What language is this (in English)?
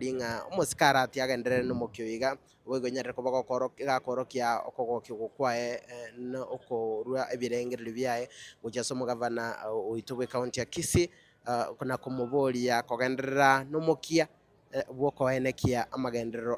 Gusii